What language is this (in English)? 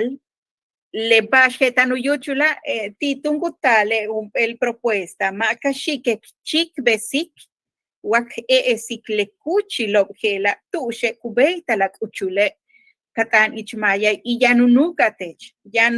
Yucateco